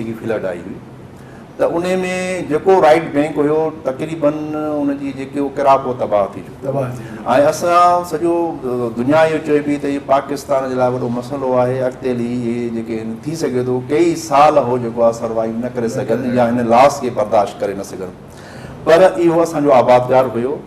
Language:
Sindhi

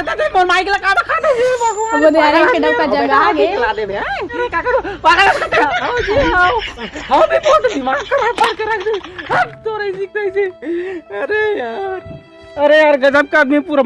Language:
Chhattisgarhi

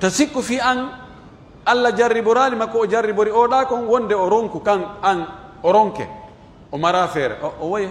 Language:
Pular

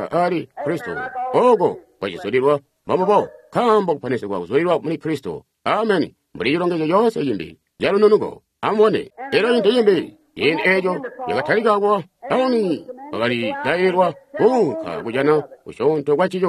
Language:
Tonga (Zambia)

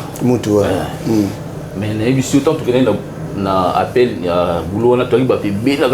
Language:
Lingala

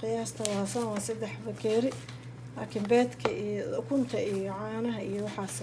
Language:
Somali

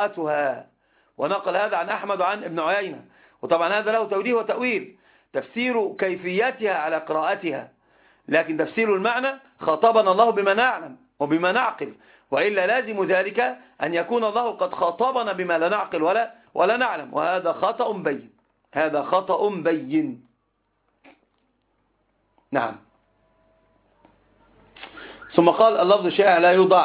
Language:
Arabic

